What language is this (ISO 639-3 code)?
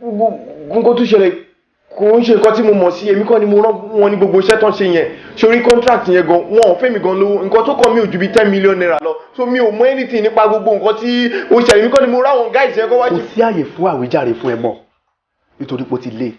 yor